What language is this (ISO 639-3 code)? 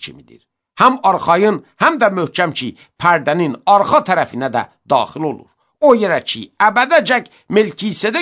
aze